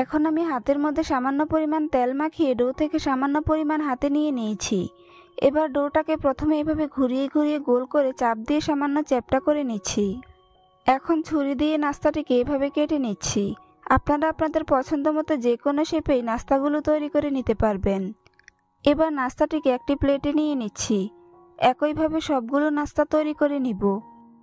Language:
Bangla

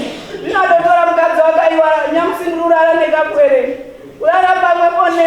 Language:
Shona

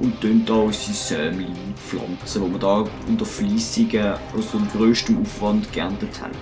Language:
Swiss German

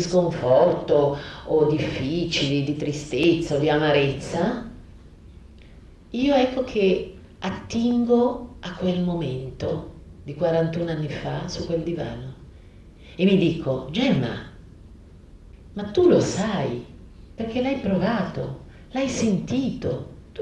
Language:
Italian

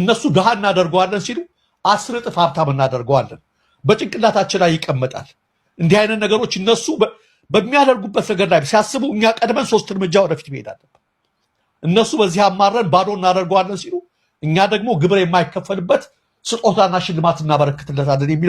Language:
Amharic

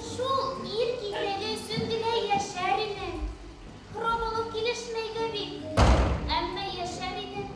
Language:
Bashkir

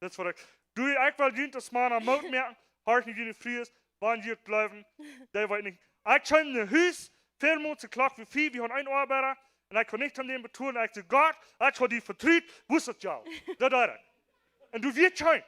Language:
Plautdietsch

